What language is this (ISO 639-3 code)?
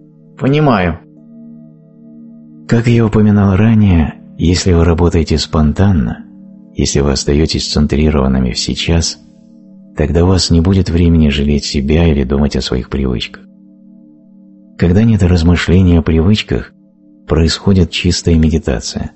rus